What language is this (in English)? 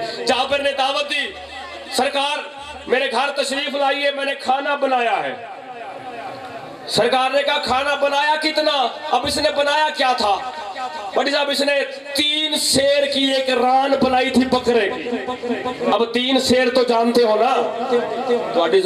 Urdu